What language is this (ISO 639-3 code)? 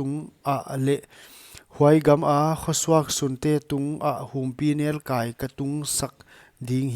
pck